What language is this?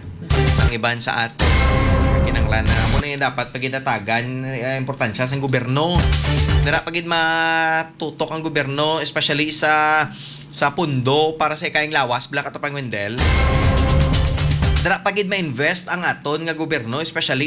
Hiligaynon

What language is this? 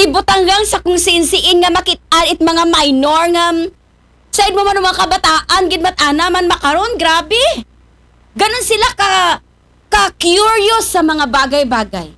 Aklanon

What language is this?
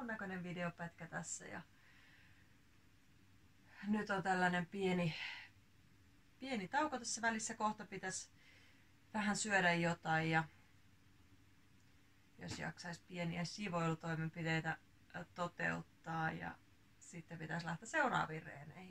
Finnish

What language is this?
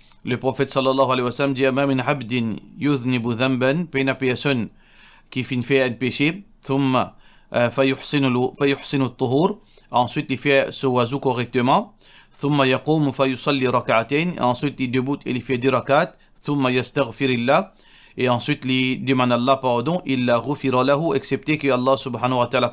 Morisyen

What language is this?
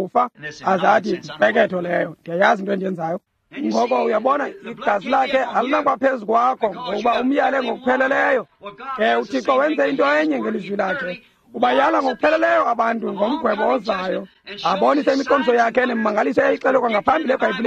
Xhosa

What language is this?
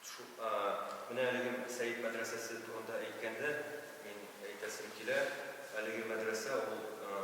Tatar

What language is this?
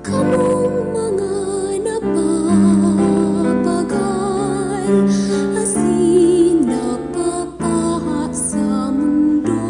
Bikol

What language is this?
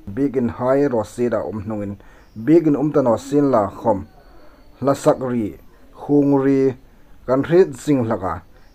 Hmar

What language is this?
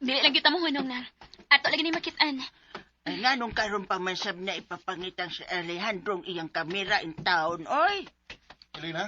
Cebuano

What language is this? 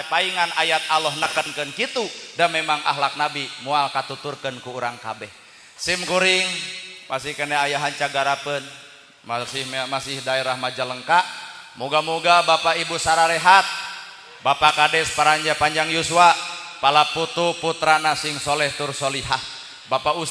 Sundanese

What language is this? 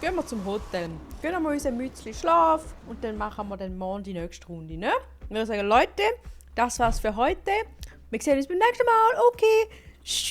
Swiss German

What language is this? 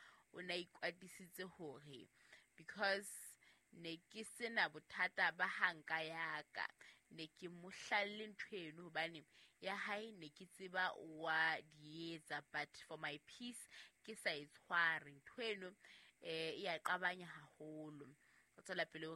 Southern Sotho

